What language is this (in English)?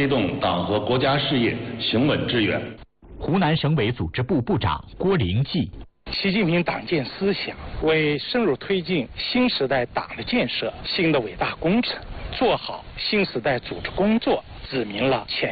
Chinese